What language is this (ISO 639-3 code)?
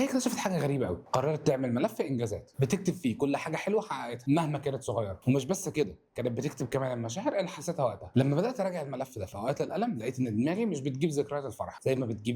arz